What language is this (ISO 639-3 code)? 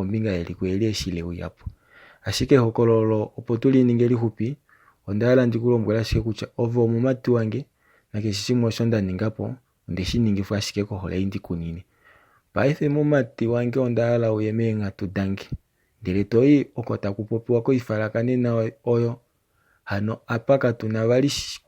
kua